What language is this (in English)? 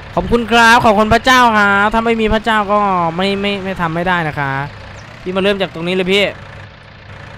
Thai